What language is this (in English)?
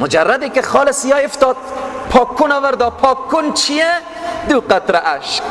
Persian